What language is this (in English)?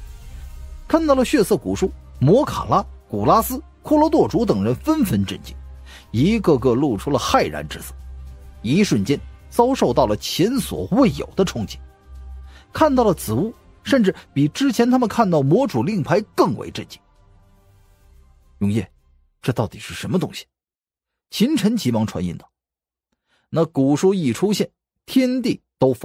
Chinese